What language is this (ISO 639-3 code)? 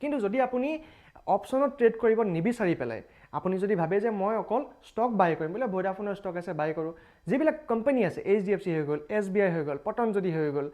asm